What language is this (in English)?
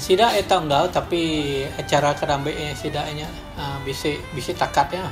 Iban